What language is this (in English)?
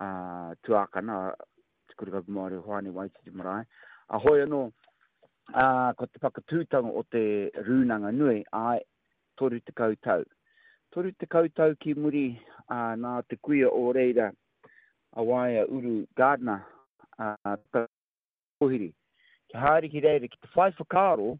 Māori